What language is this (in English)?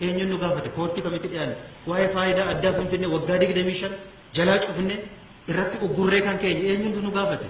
Oromo